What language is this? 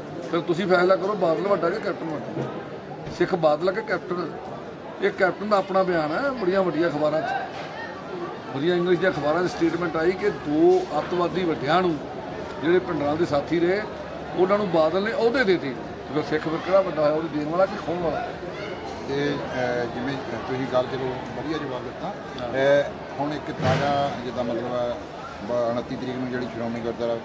Punjabi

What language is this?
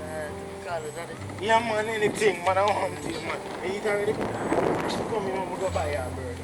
Jamaican Creole English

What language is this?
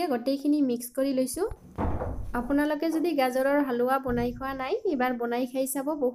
Assamese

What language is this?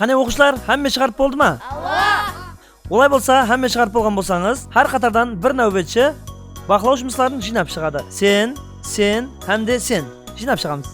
Kara-Kalpak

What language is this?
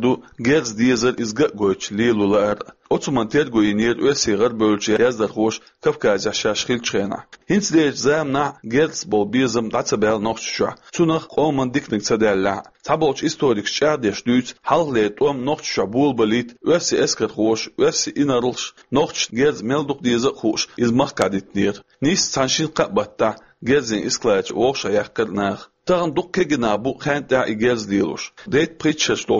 Chechen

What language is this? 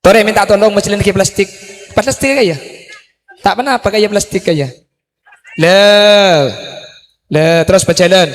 Madurese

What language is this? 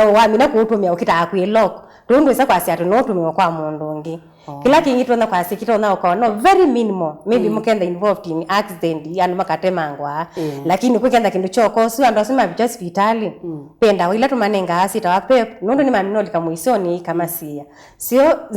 Kamba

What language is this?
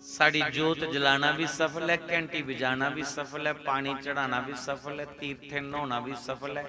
Dogri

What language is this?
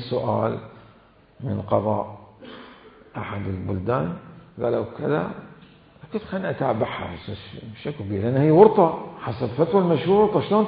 Mesopotamian Arabic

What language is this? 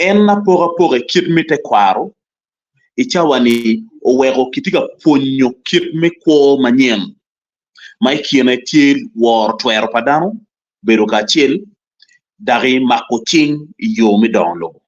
Acoli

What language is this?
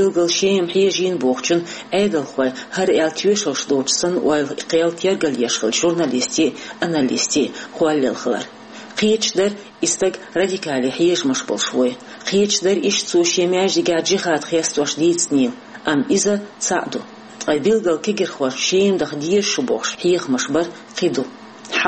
Chechen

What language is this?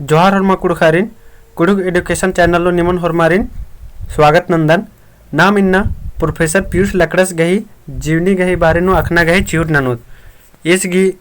Kurukh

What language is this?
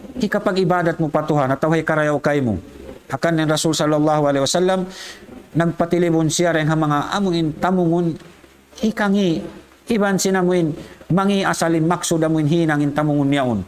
Tausug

